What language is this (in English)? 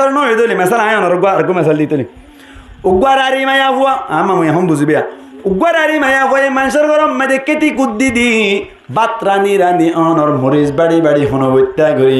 Rohingya